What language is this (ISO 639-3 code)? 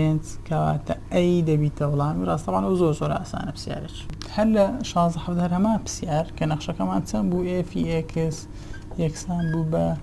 ckb